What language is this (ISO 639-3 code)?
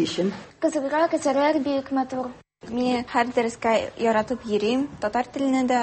tat